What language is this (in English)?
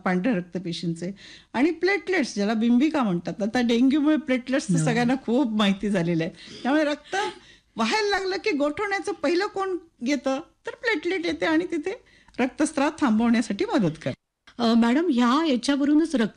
Marathi